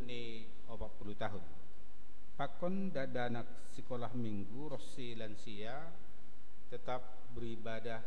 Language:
Batak Simalungun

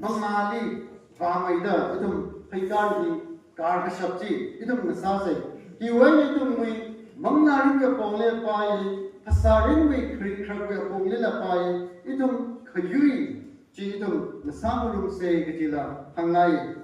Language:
Tangkhul Naga (India)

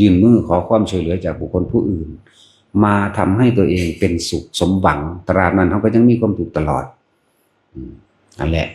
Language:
Lao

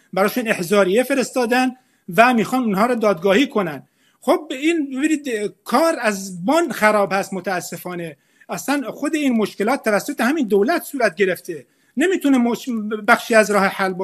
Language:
Persian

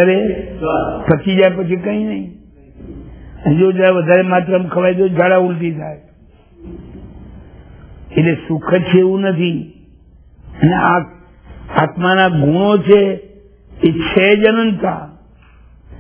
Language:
Gujarati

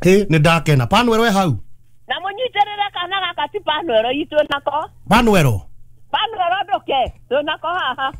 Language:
Kikuyu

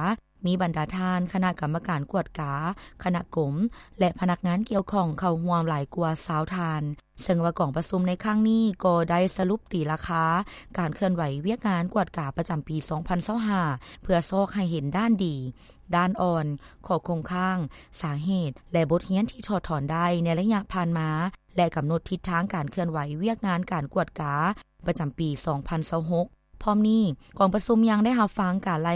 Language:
Lao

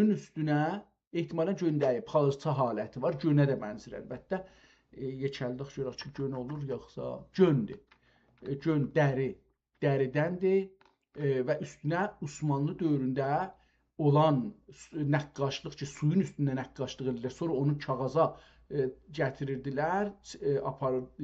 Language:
South Azerbaijani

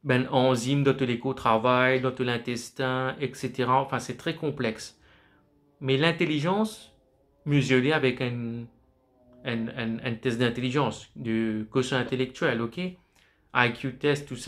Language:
Morisyen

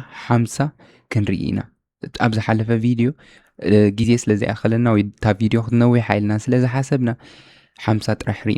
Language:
Tigrinya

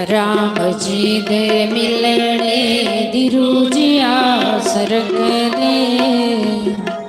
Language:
Dogri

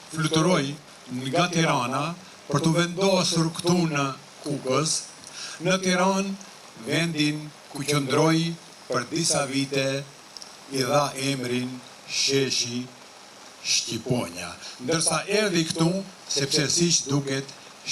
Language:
Albanian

